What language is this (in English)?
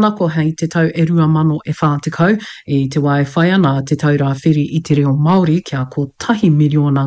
Māori